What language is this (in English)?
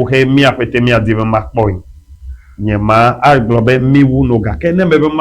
Ewe